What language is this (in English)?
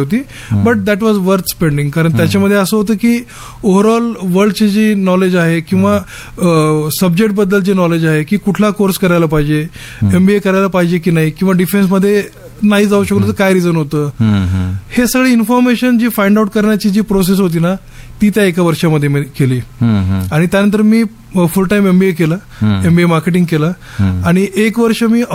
Marathi